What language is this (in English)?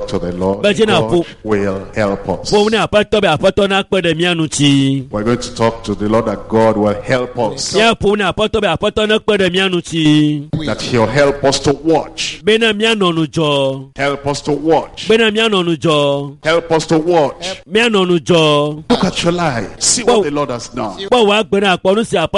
Ewe